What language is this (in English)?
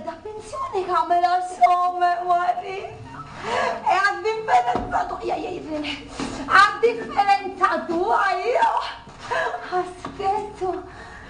Sicilian